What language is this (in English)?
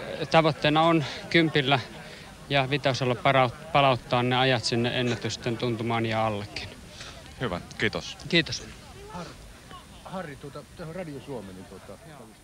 Finnish